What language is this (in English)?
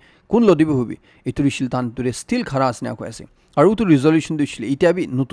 Naga Pidgin